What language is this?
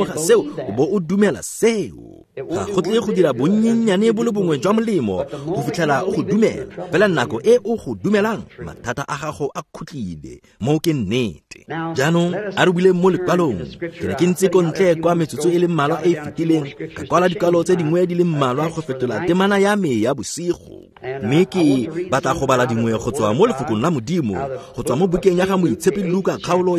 Tswana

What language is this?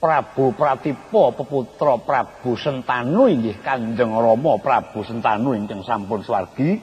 Javanese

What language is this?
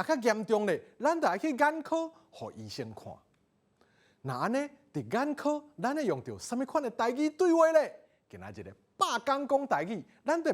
Min Nan Chinese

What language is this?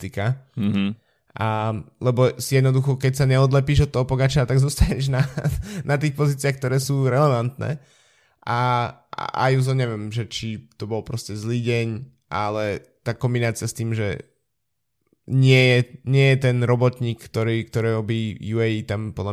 Slovak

